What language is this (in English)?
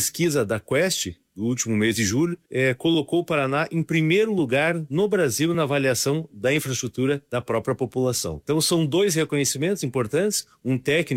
Portuguese